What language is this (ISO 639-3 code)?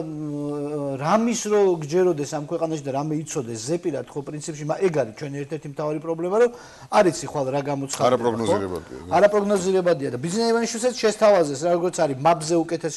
kat